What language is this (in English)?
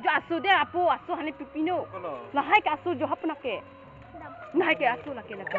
Karbi